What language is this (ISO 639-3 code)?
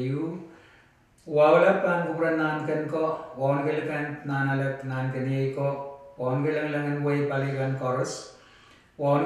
pon